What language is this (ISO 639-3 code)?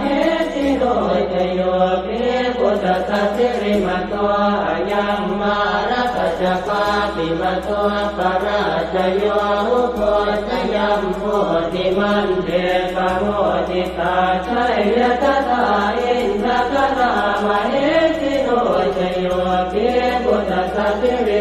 pli